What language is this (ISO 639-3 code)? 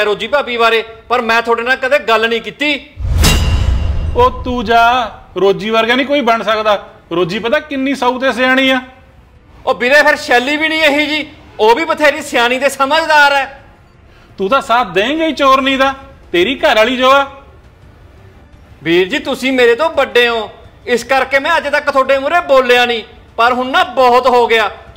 pan